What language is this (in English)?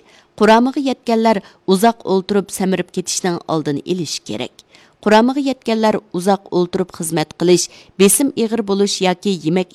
Uyghur